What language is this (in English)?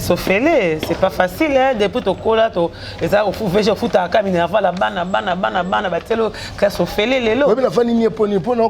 Lingala